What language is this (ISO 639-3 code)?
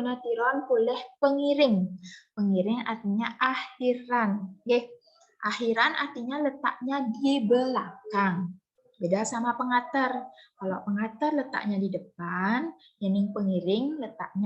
ban